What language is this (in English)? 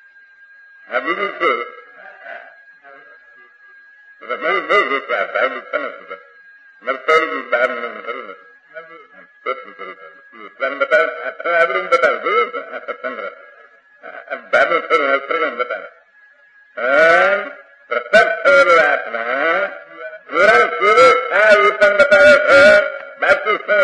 Gujarati